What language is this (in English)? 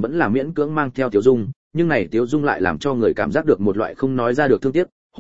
Vietnamese